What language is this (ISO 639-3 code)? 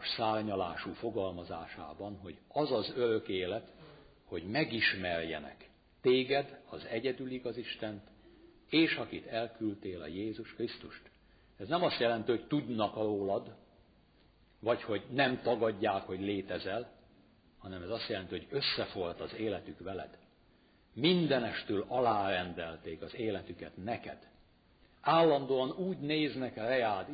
hun